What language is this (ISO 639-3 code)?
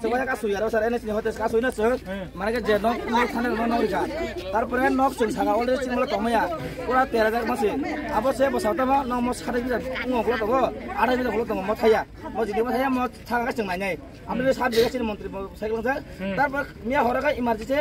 trp